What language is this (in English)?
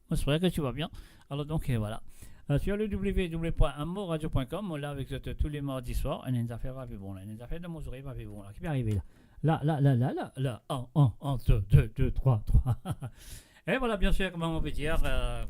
Morisyen